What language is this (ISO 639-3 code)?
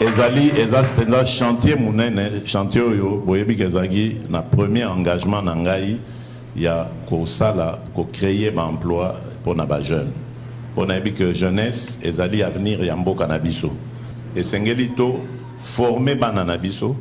lin